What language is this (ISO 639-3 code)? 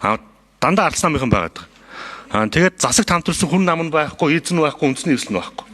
mon